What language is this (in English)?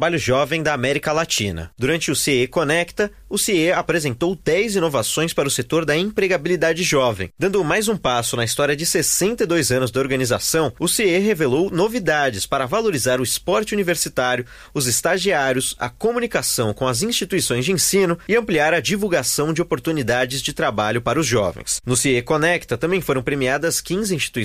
Portuguese